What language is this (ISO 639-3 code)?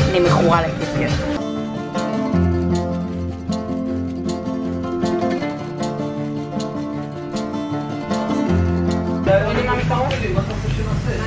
heb